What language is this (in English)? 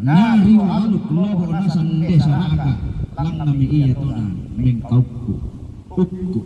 Toraja-Sa'dan